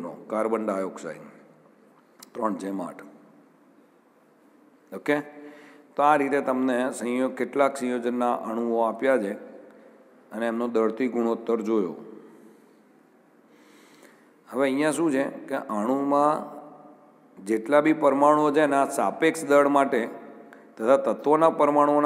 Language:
Gujarati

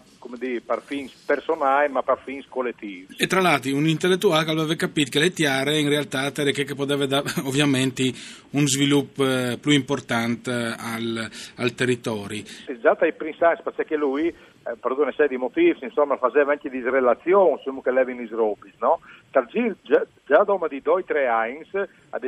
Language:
Friulian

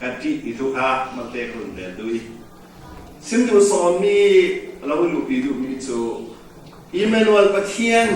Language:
Falam Chin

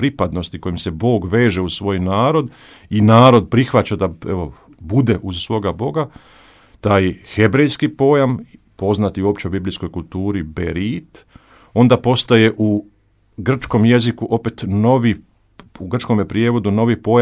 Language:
Croatian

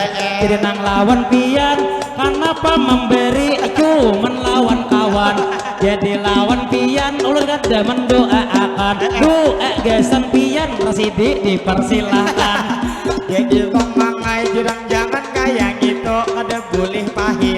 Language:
Banjar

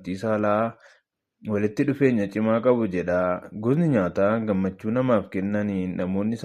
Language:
Oromo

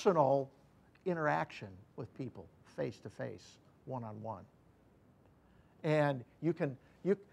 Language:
English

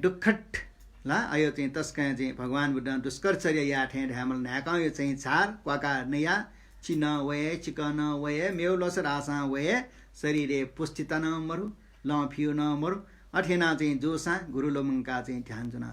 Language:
Newari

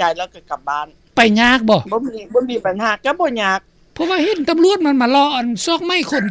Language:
Lao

